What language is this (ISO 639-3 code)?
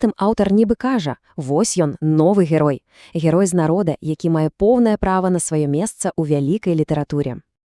bel